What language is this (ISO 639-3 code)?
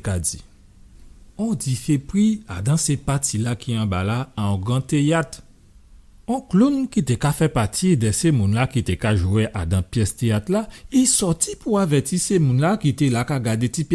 gcf